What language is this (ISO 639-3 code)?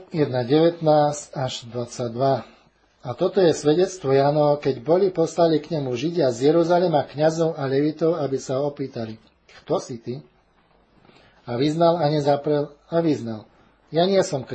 slk